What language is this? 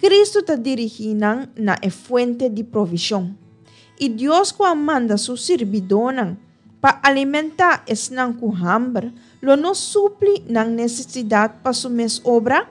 Papiamento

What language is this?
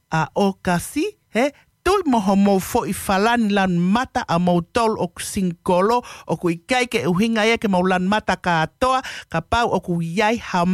Tongan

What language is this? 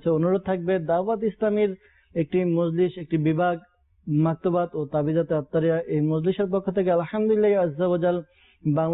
Bangla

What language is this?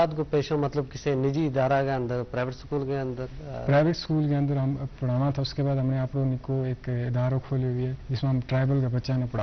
Gujari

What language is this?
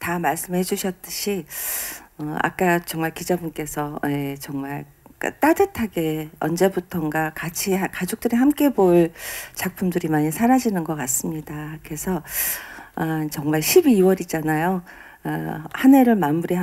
Korean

